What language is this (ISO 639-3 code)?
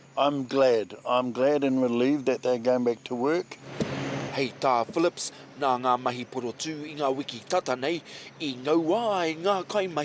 mri